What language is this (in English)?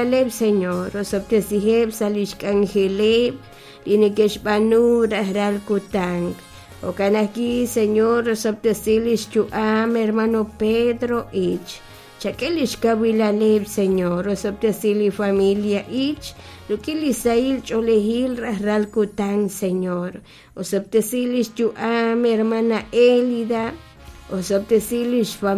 Kekchí